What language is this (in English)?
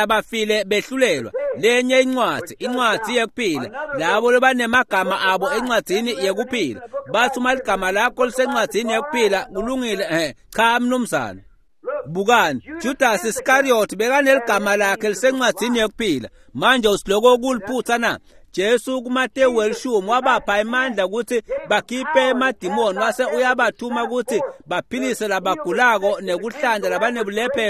Swati